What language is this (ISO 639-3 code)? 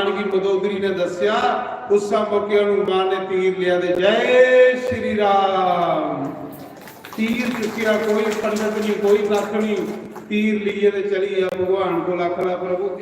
doi